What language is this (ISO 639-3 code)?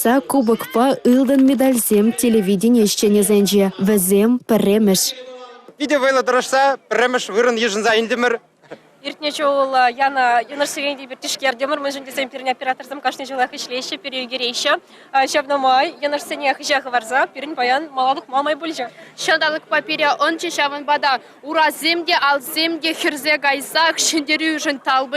chv